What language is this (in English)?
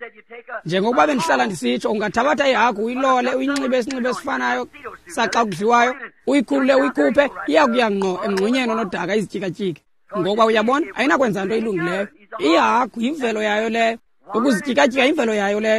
Xhosa